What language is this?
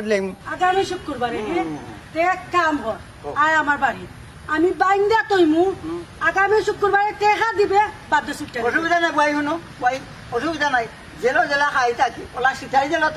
Sylheti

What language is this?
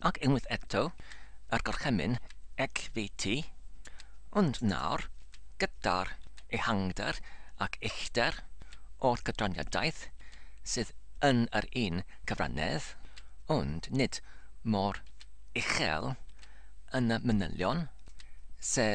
Welsh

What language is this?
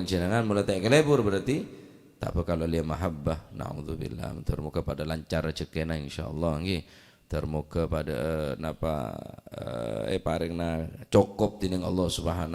Madurese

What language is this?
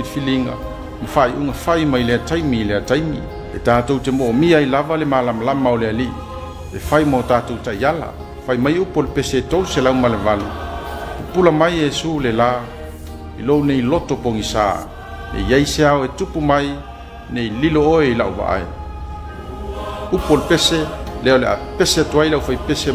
Samoan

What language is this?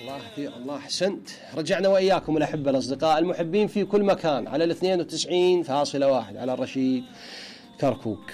Mesopotamian Arabic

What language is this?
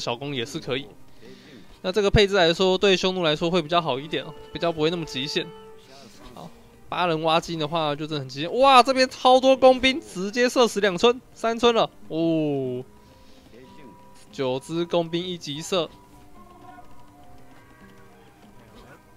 Chinese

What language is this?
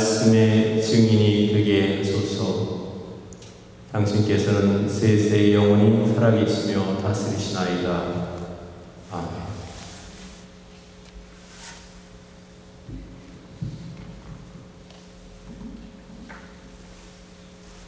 Korean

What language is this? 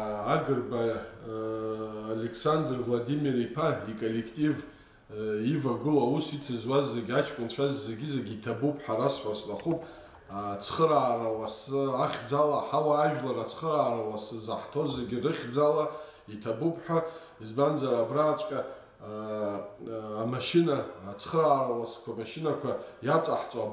Abkhazian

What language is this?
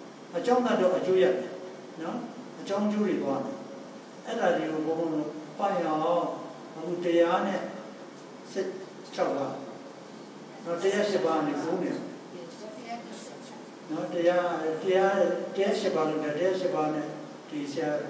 Burmese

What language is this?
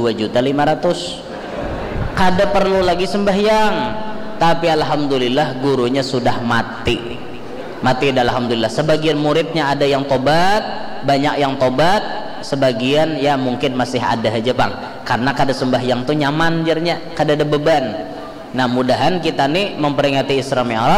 Banjar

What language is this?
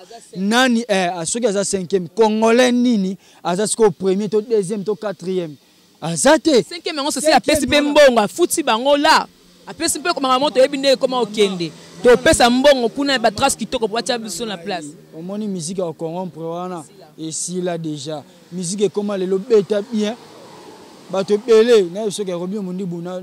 Lingala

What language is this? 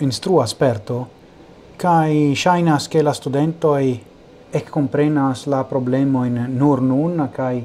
Esperanto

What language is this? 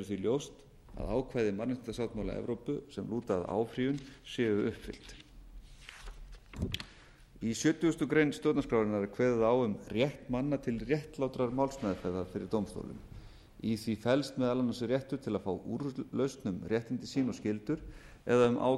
Icelandic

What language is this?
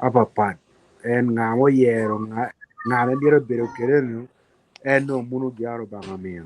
Acoli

